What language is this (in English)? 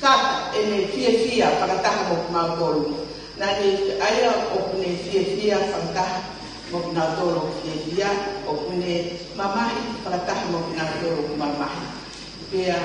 Tongan